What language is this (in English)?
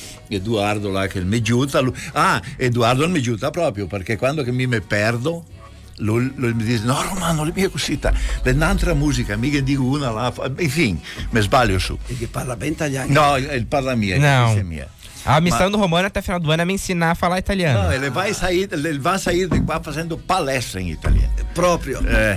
Portuguese